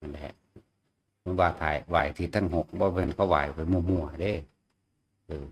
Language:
Northeastern Thai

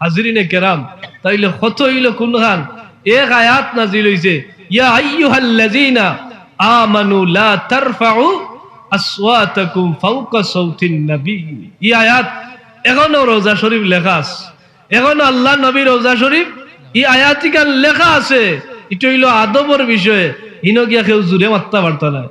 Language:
Sylheti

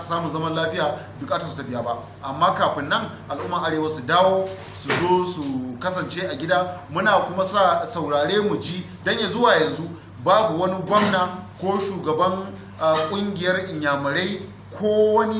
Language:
Hausa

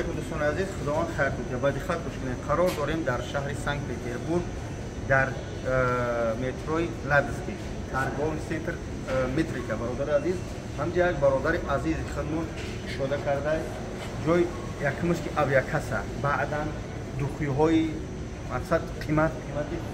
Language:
Tajik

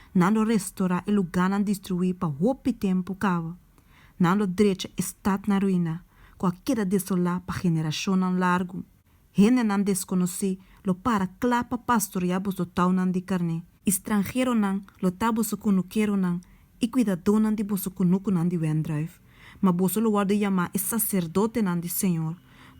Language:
Papiamento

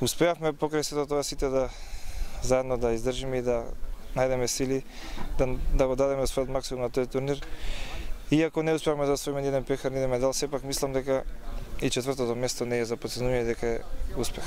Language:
Macedonian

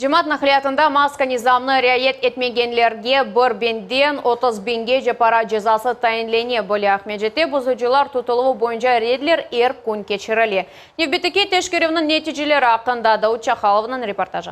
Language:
Crimean Tatar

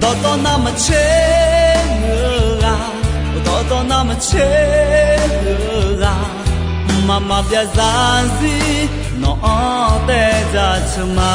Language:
Akha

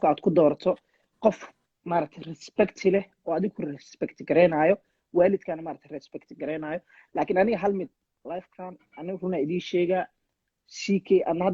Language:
Somali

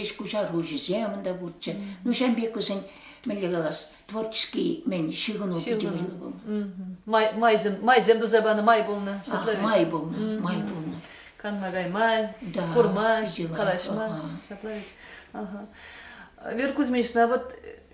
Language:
Chuvash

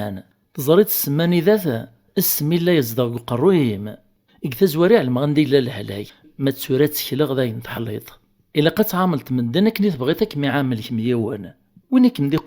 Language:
Kabyle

